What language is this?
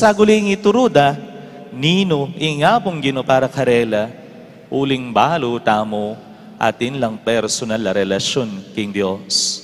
Pampanga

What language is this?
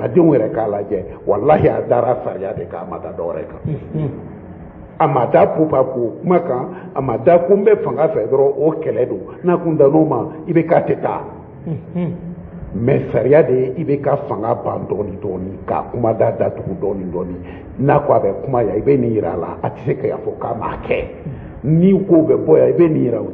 Bambara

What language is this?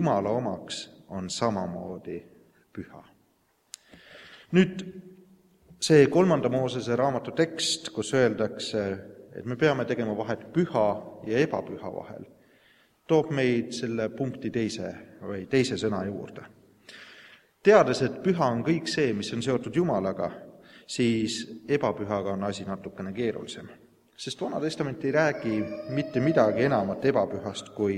Estonian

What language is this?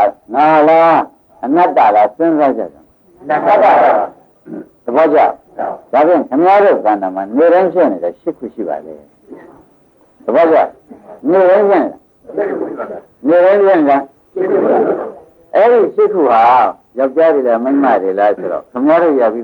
Burmese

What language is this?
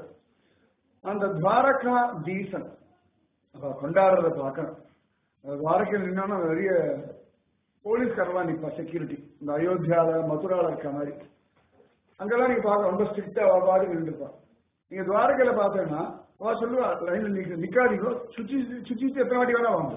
Tamil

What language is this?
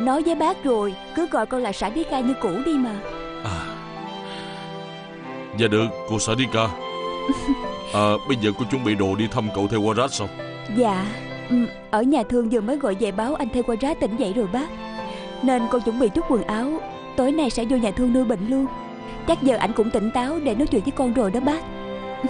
Vietnamese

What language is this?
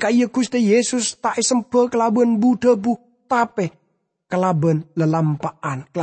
Madurese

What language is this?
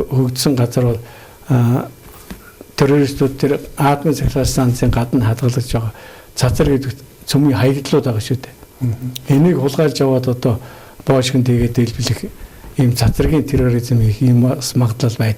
Mongolian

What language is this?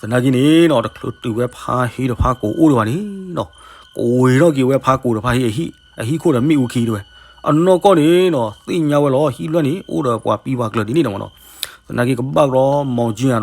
S'gaw Karen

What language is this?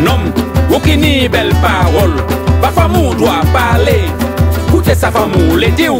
Guadeloupean Creole French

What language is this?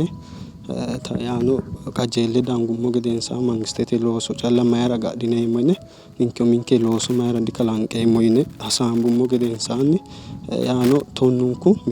Sidamo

